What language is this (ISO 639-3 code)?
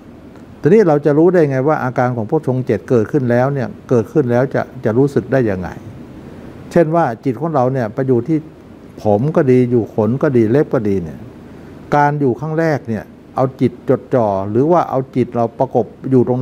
tha